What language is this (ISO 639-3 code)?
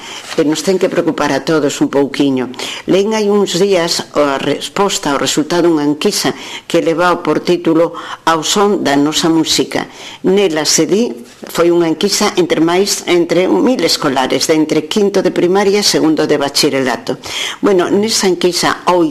glg